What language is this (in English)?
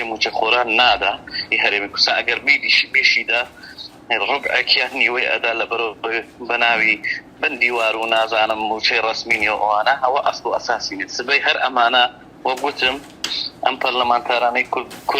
Central Kurdish